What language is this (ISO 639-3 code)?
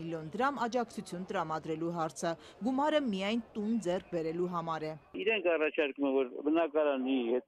hye